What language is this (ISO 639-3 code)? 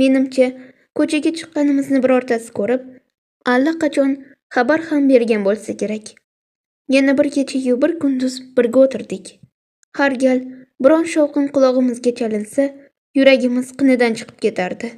uzb